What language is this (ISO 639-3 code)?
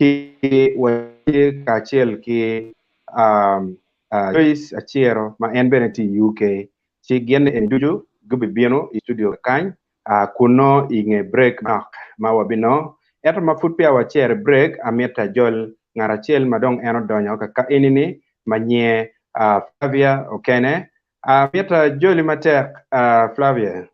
ach